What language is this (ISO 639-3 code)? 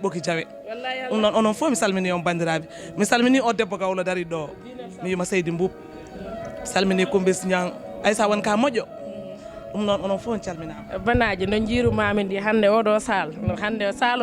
ful